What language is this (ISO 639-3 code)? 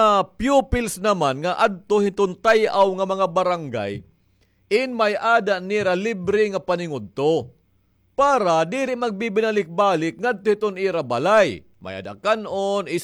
war